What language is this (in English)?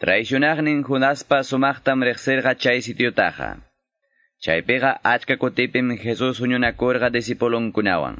Quechua